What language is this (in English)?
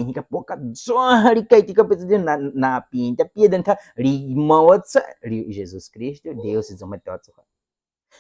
Baniwa